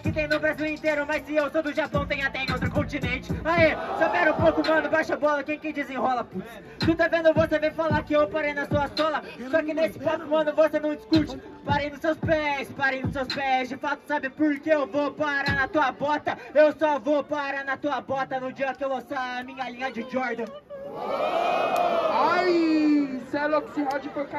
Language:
Portuguese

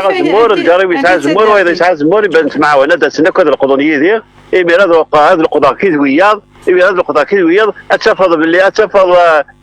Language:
Kabyle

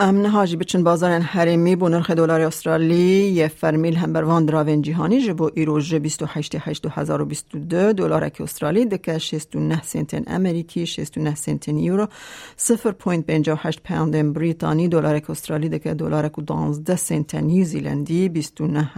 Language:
Kurdish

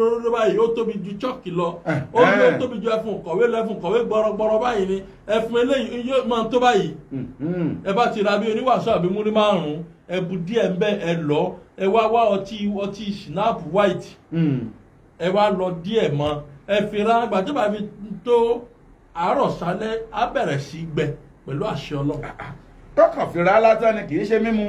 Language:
Yoruba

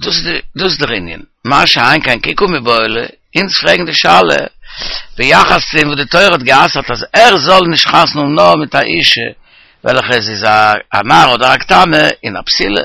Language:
Yiddish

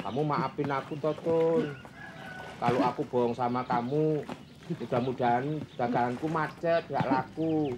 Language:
Betawi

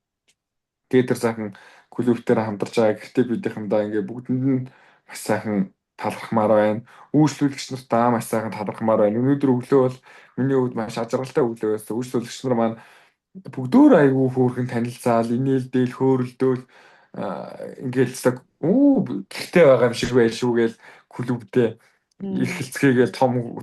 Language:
Mongolian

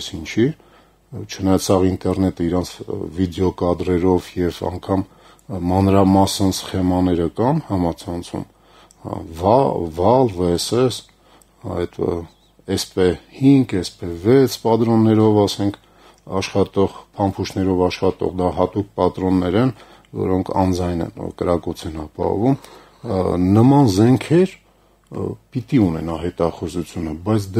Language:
Armenian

